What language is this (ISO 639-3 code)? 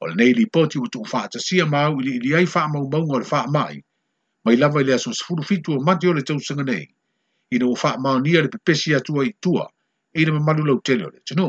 smo